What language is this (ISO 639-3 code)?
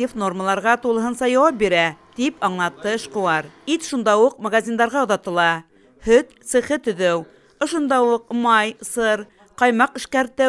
bak